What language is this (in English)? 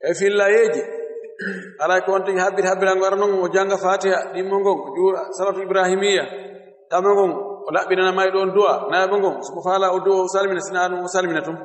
Fula